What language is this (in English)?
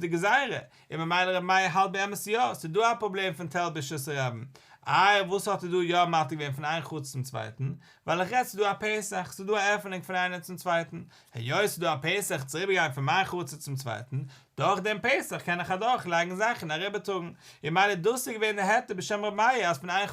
Yiddish